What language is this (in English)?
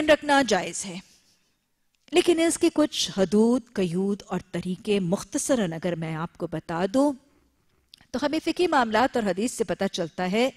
Urdu